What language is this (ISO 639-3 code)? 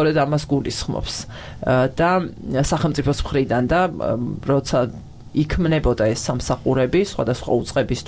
kat